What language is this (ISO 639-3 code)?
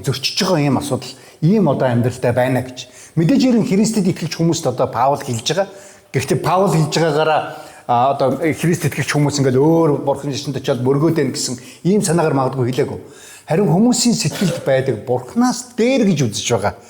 mon